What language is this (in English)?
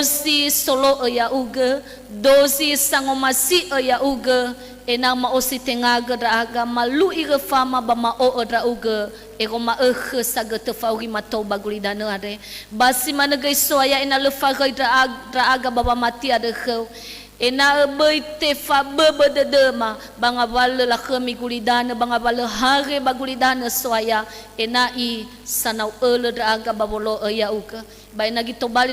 Nias